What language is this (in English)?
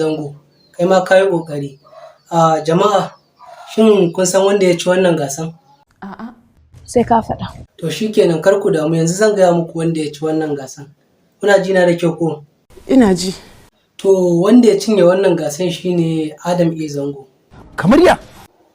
Hausa